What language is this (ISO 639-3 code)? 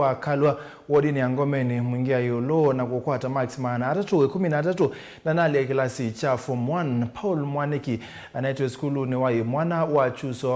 kam